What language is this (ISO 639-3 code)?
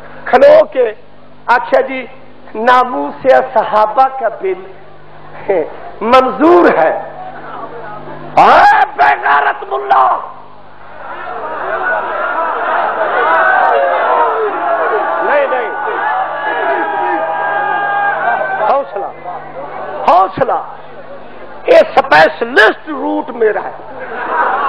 urd